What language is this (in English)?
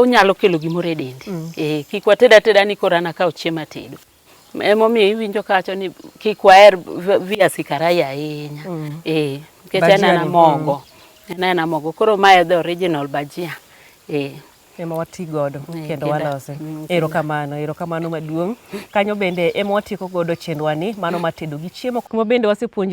Luo (Kenya and Tanzania)